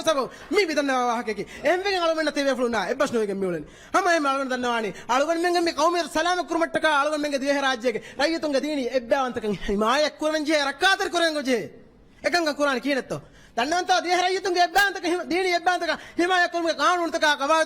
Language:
Divehi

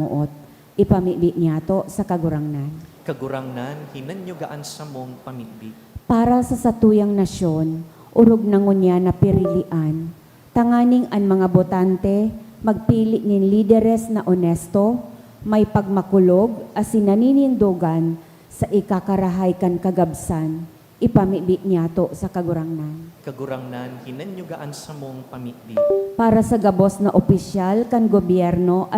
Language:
Bikol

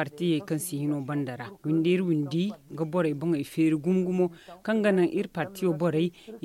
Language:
Zarma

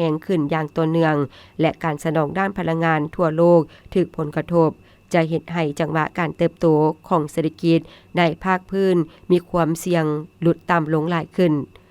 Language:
Lao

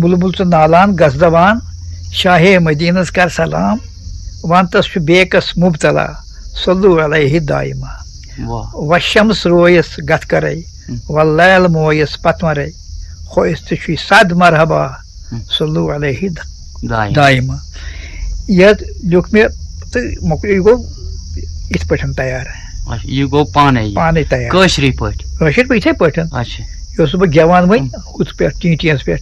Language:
Kashmiri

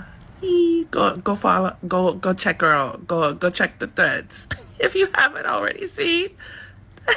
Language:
Jamaican Creole English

